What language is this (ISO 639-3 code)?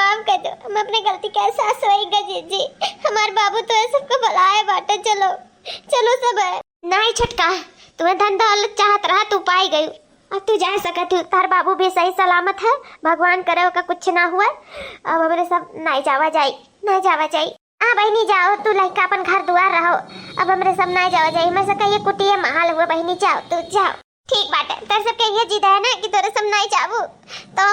awa